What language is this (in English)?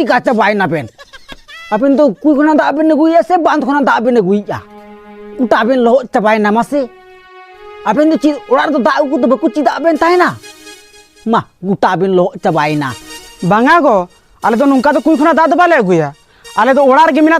Santali